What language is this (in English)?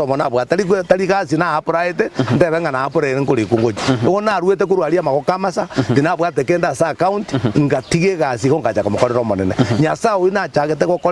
Gusii